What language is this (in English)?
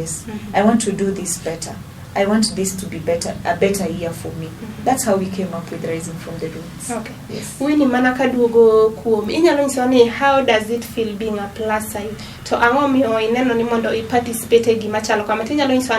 Luo (Kenya and Tanzania)